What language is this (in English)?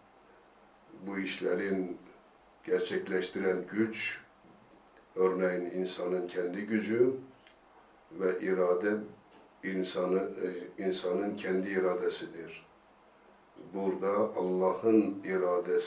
Turkish